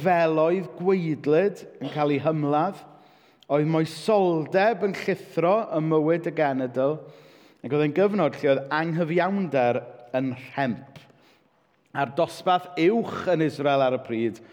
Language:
Welsh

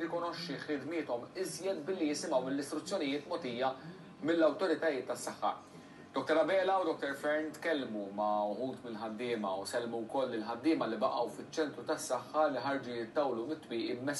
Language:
Maltese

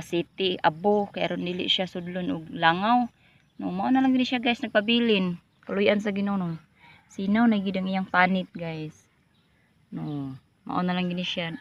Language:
Cebuano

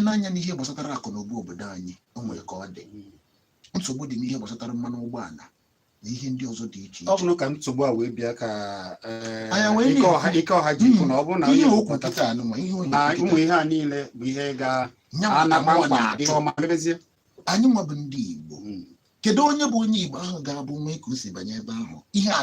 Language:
Igbo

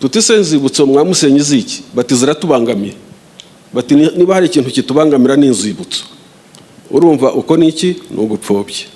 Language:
Kinyarwanda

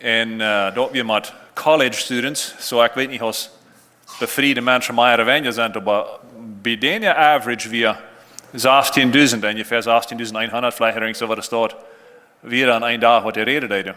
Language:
Plautdietsch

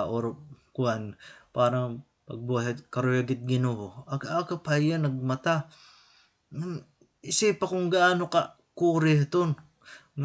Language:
Waray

